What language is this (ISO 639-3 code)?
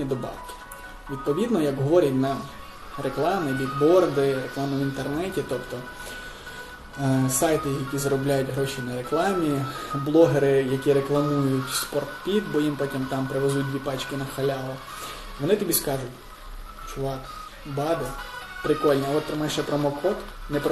ukr